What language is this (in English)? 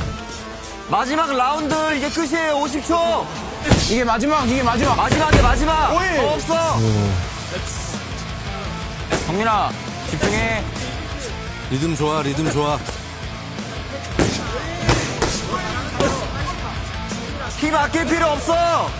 Korean